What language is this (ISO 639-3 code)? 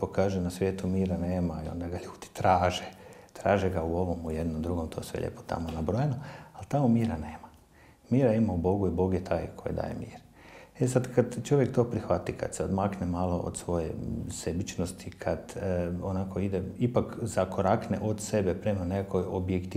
hrv